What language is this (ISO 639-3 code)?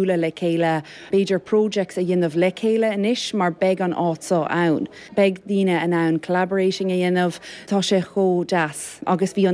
gle